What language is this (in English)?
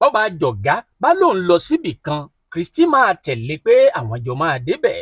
Yoruba